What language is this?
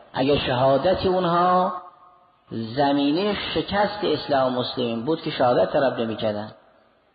Persian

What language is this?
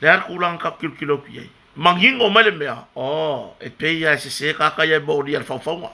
Samoan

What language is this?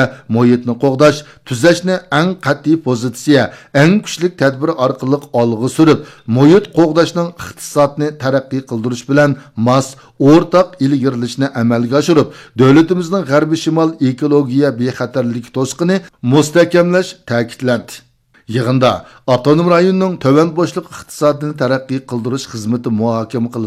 Uyghur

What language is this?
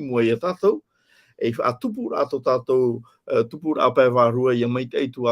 Tahitian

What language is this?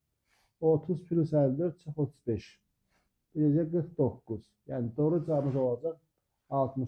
Azerbaijani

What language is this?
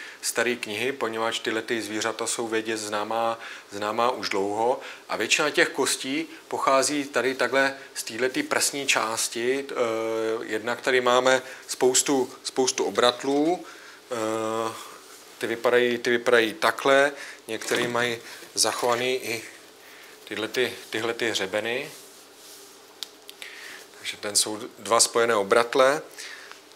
Czech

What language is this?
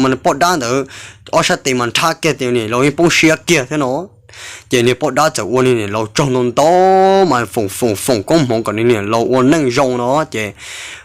Hmong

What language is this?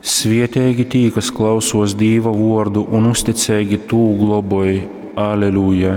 Latgalian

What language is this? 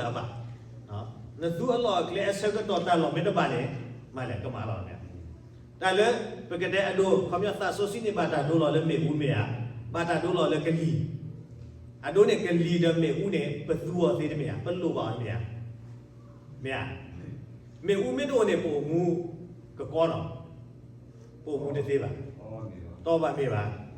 S'gaw Karen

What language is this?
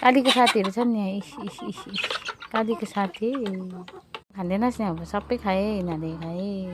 Nepali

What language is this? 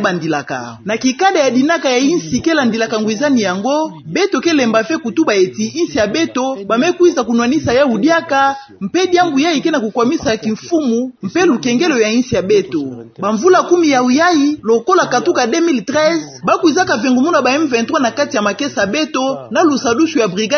Kituba (Democratic Republic of Congo)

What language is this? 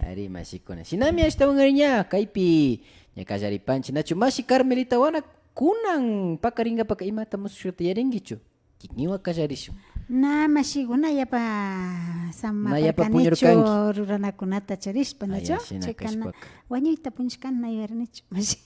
Imbabura Highland Quichua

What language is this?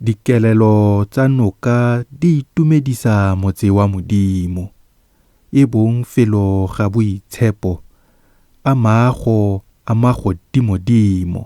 Tswana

